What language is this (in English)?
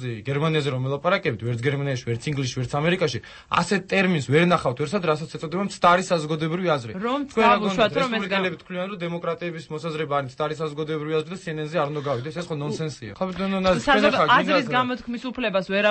Georgian